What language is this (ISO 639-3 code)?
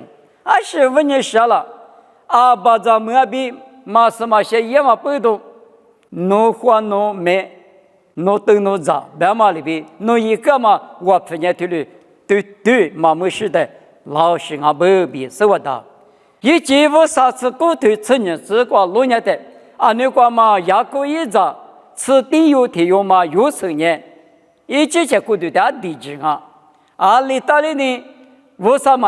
lis